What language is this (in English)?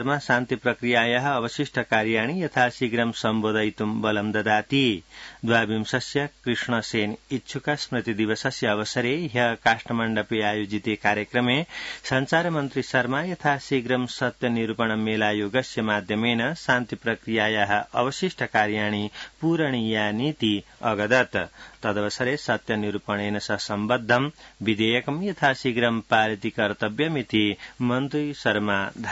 Sanskrit